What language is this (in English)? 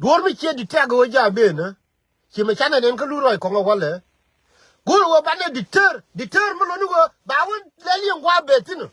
Nuer